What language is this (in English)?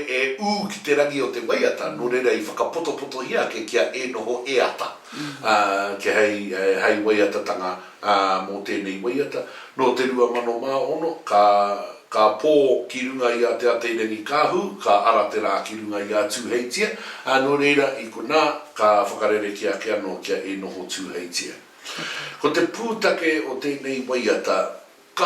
Māori